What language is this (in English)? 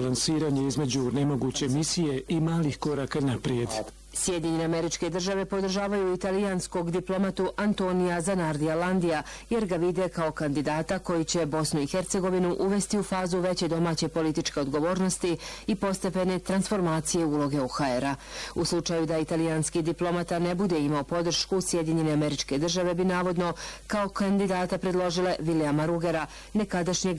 Bosnian